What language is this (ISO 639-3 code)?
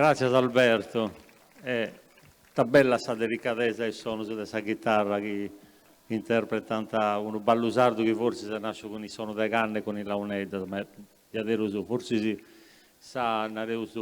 srd